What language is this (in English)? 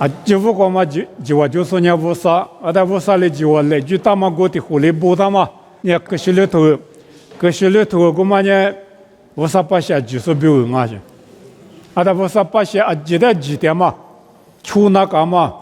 Lisu